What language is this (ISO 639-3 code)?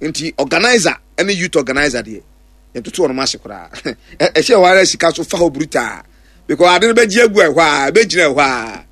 aka